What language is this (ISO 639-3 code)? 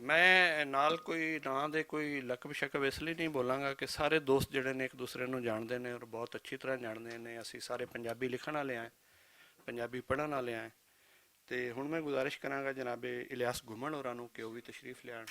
lah